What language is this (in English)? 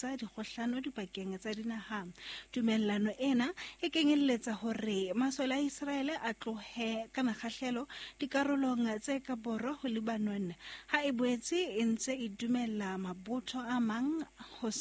Southern Sotho